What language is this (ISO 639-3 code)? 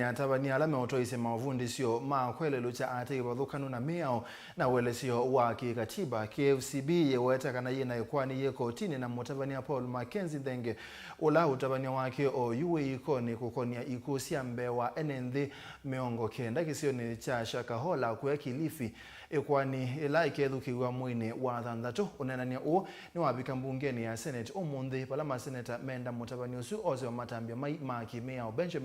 kam